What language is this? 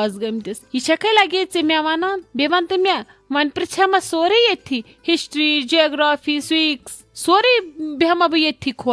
Kashmiri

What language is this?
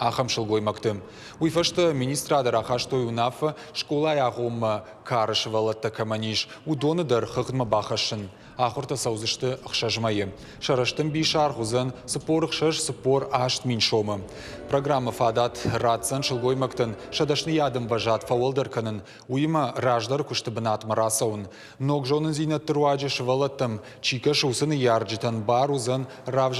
Ossetic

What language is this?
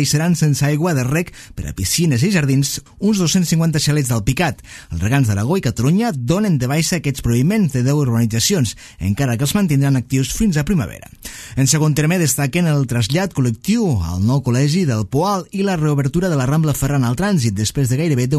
Catalan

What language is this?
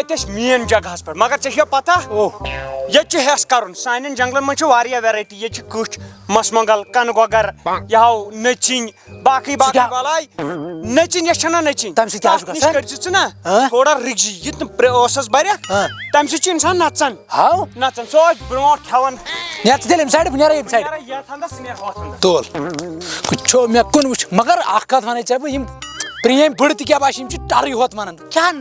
Kashmiri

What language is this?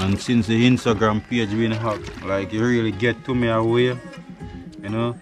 Jamaican Creole English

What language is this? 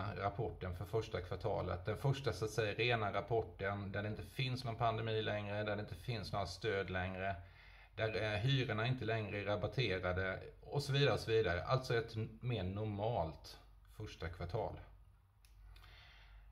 Swedish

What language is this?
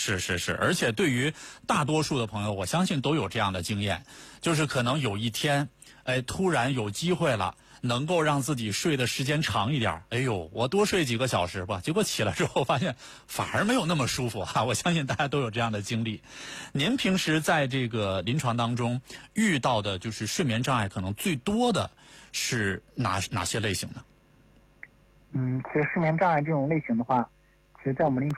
Chinese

